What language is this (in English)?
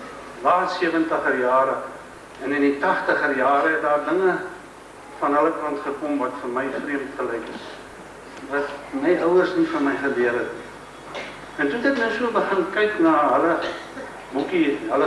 Afrikaans